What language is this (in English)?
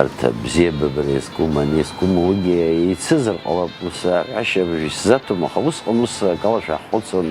Abkhazian